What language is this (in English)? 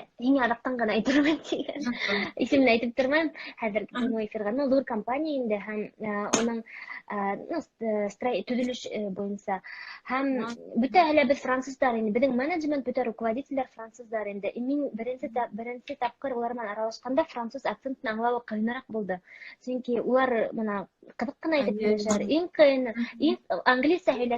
Bashkir